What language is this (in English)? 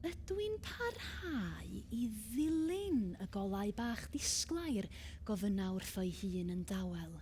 Welsh